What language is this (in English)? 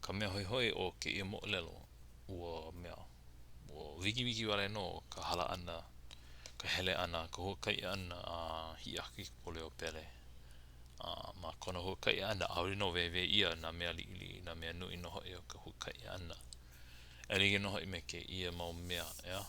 Hawaiian